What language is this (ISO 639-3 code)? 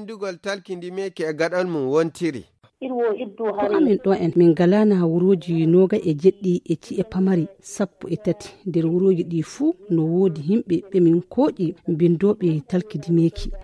fuv